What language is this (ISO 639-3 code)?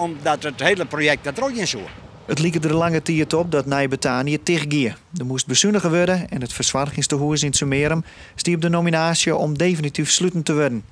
fry